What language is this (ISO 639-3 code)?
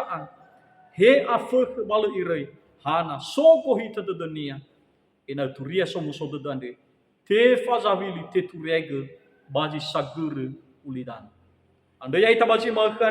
nia